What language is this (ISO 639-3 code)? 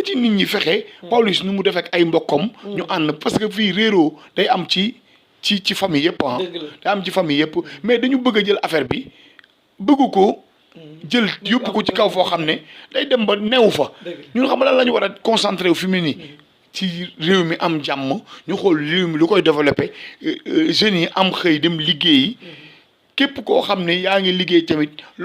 wol